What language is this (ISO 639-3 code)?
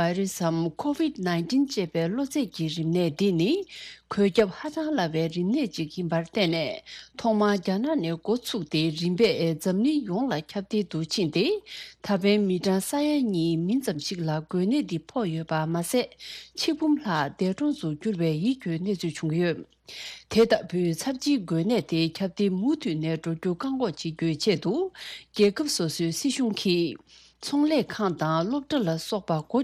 bod